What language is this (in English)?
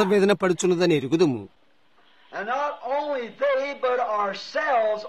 Telugu